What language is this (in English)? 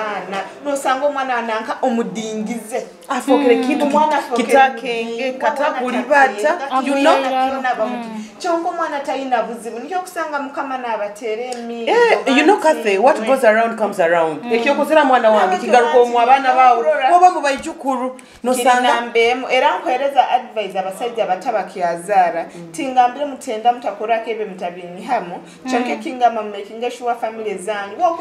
Nyoro